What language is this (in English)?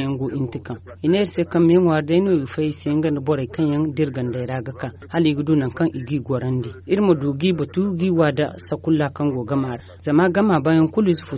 Zarma